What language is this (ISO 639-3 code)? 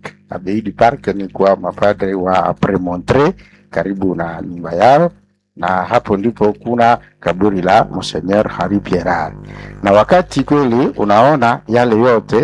swa